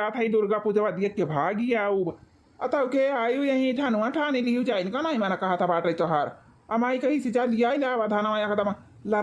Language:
Awadhi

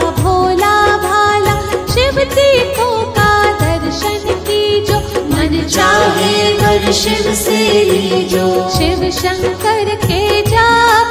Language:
Hindi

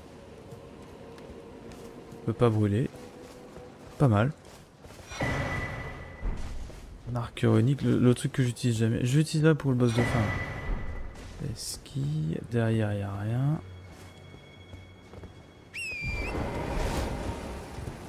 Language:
French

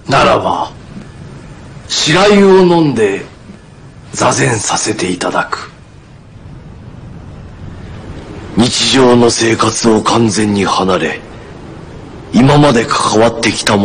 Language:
Japanese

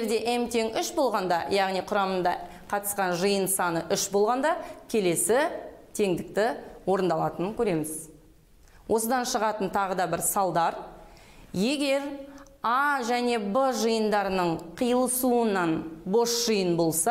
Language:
Kazakh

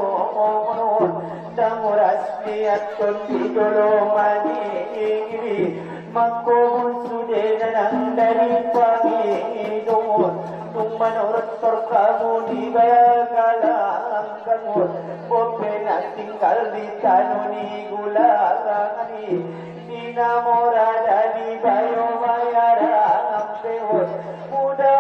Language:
Batak Angkola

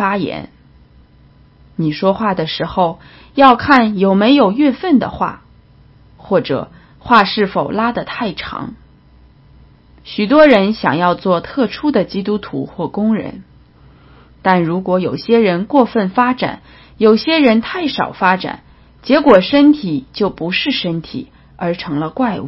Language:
Chinese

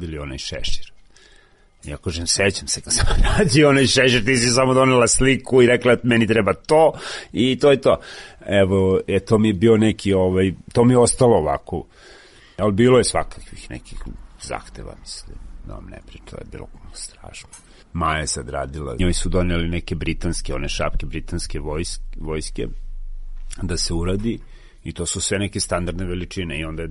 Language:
Serbian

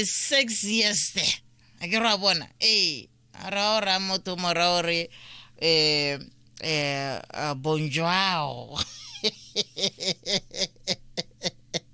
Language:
Tswana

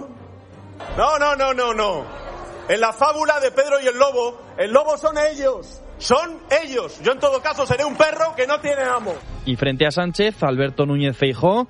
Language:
Spanish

